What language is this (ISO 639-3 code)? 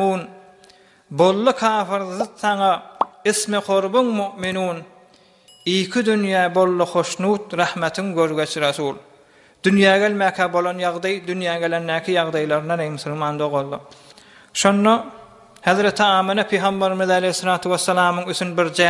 tuk